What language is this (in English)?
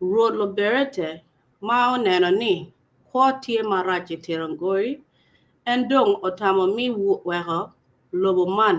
Acoli